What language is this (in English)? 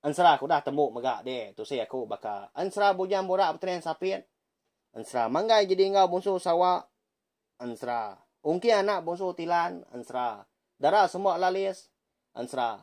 Iban